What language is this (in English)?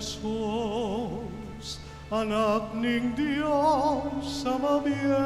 Pampanga